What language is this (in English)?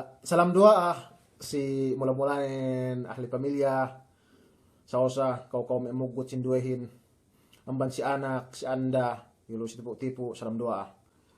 Yakan